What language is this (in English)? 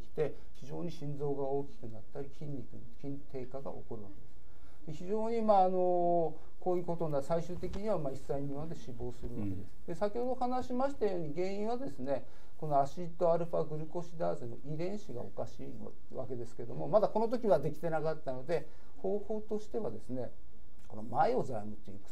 Japanese